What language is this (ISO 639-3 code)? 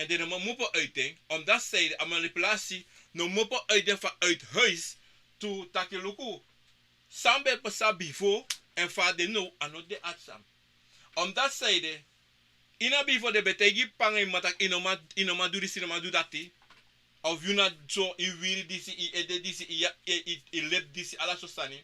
srn